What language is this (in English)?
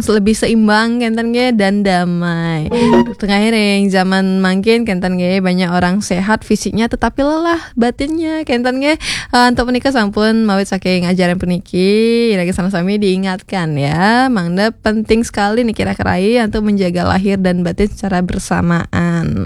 Balinese